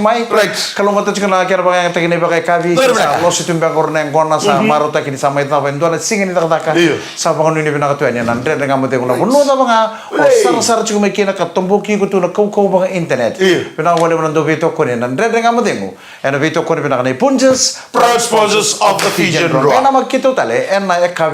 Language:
Fijian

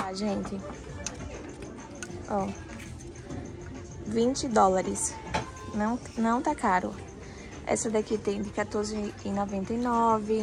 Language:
Portuguese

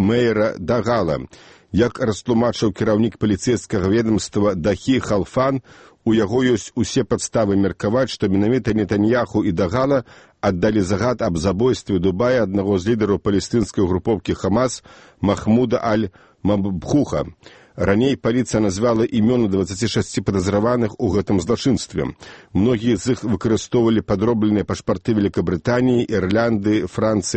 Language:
Belarusian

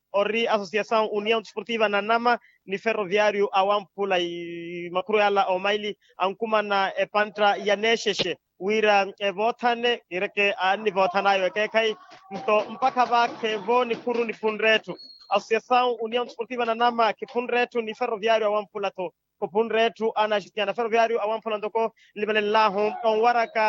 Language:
Makhuwa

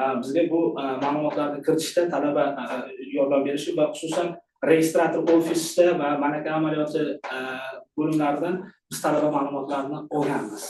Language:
Uzbek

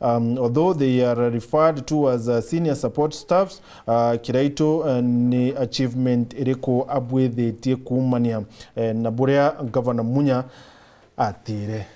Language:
Meru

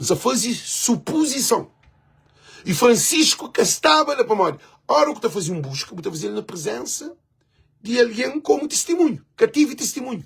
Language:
Kabuverdianu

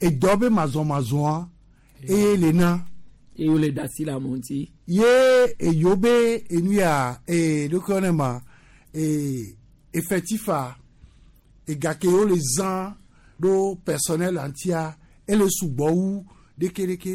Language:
Gen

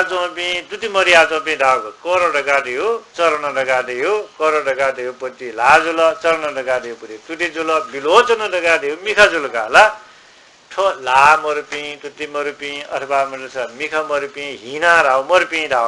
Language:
Newari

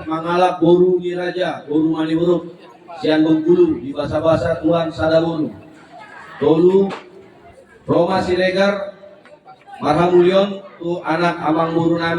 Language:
Batak Toba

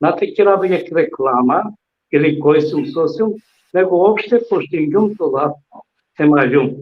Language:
Balkan Romani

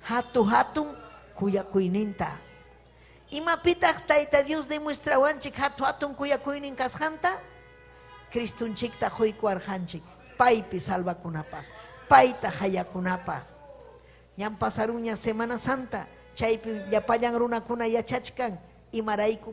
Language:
Ayacucho Quechua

